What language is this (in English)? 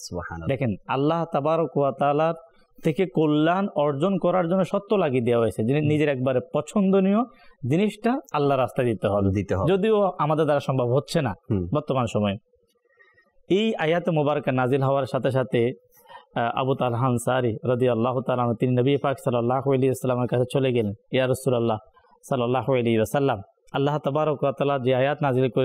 Bangla